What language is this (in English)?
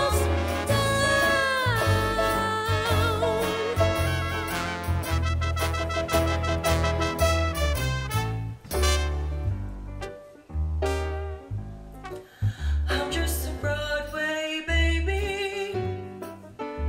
English